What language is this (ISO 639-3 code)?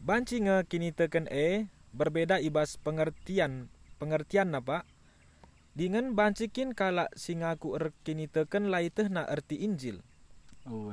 btx